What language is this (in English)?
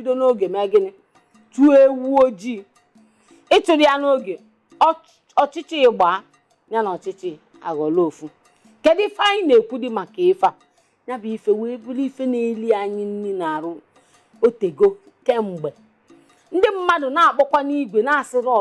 Igbo